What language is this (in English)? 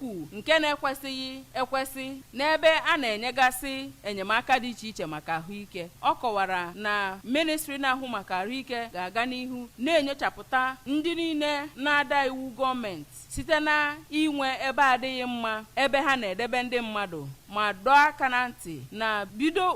Igbo